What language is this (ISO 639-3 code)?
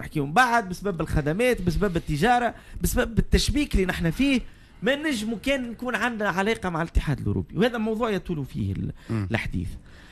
aeb